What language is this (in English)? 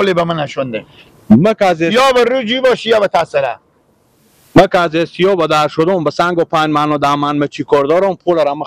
Persian